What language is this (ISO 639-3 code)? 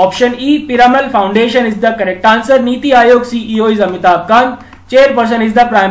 eng